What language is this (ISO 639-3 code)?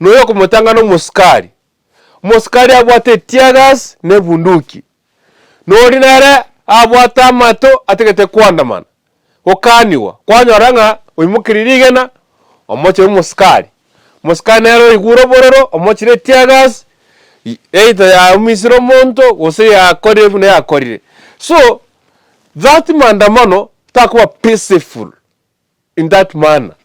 guz